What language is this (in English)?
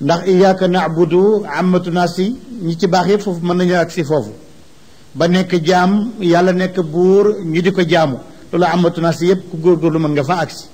Wolof